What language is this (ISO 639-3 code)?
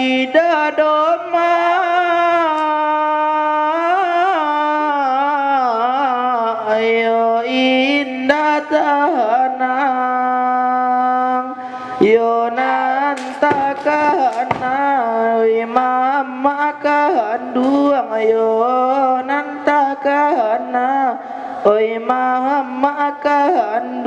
min